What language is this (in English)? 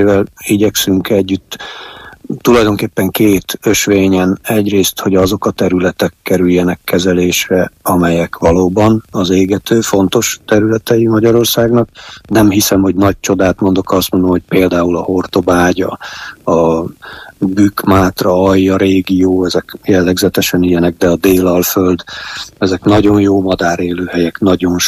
Hungarian